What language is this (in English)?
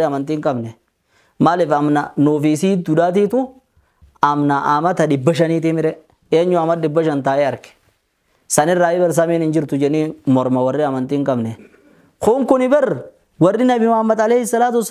Oromo